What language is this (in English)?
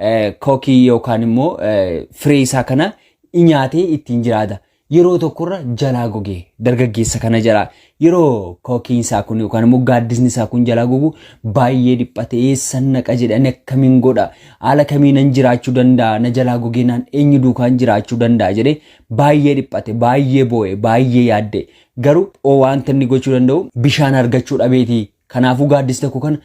Oromo